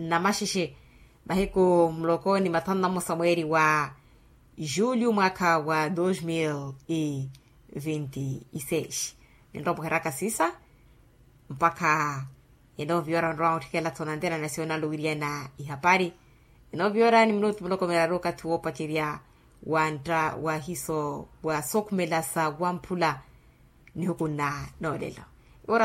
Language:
Makhuwa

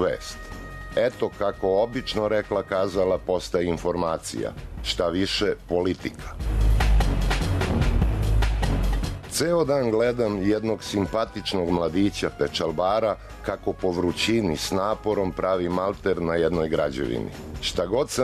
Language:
Serbian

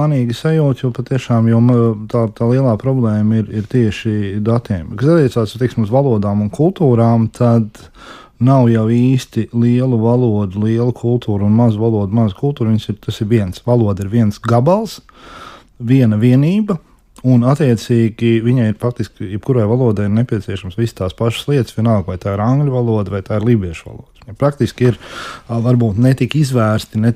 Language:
Latvian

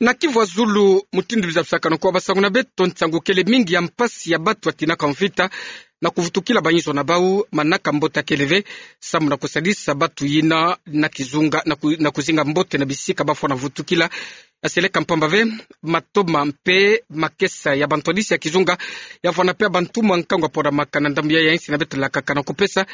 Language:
Kituba (Democratic Republic of Congo)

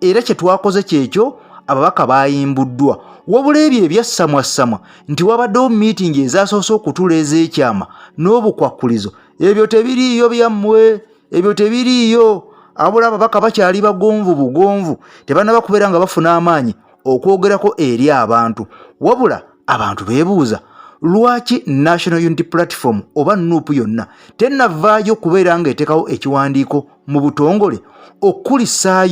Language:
Ganda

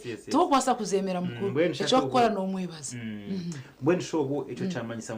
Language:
Nyankole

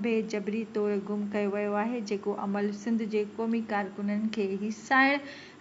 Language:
Sindhi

